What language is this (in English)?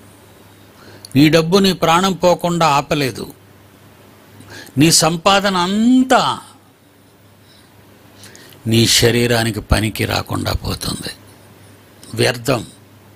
Telugu